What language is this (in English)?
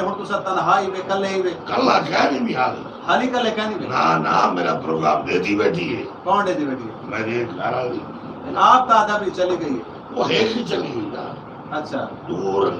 Saraiki